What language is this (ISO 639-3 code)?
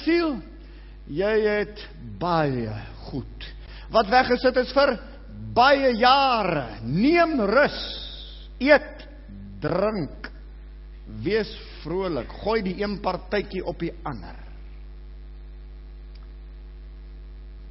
afr